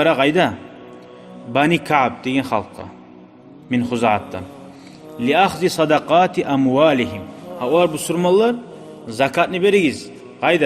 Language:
Kumyk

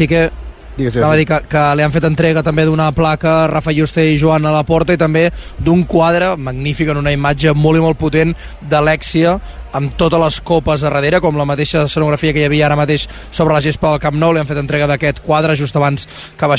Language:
Catalan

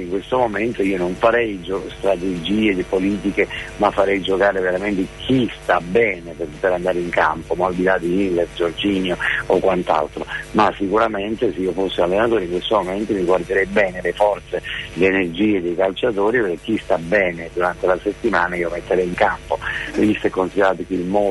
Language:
Italian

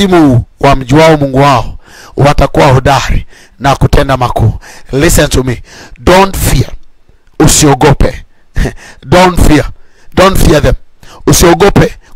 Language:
Swahili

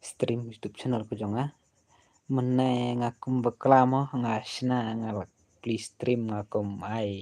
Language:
Khasi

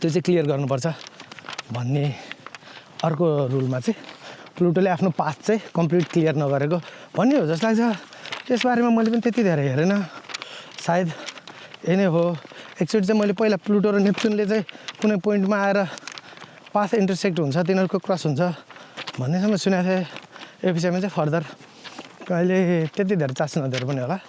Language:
Nepali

